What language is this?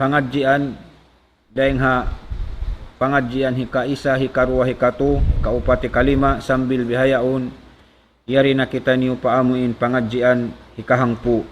Tausug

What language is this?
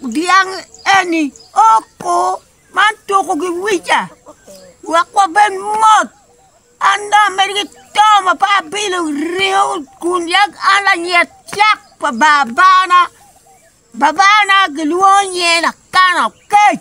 Acoli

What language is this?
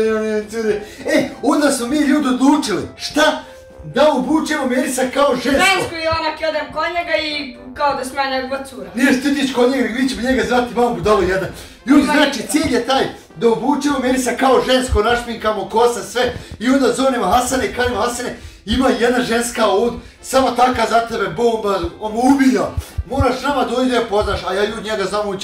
Bosnian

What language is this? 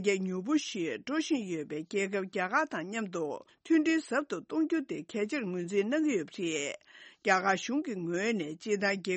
Tibetan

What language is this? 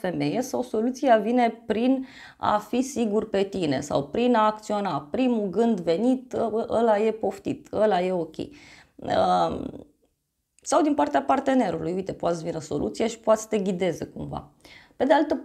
Romanian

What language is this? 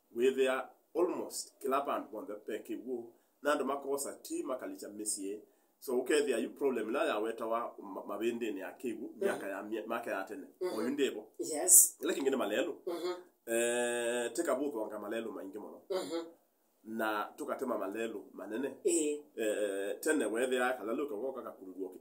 Kamba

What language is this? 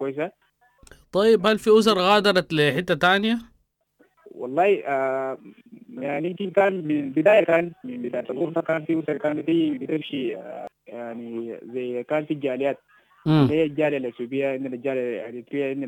Sudanese Arabic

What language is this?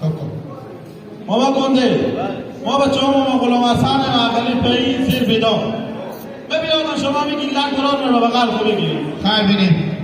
Hazaragi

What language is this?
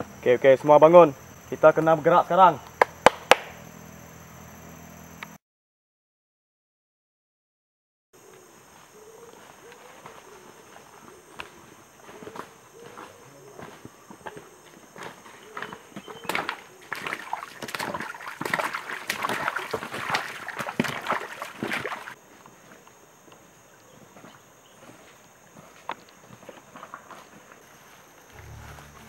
Malay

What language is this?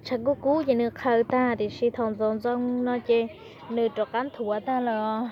Hmong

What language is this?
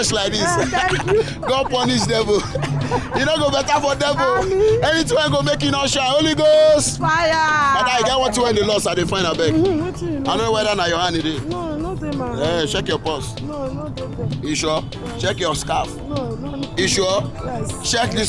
Nigerian Pidgin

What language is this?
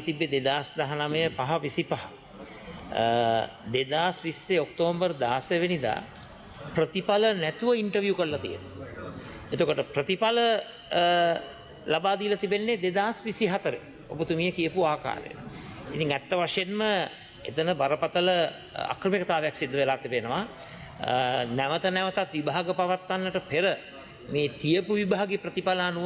Sinhala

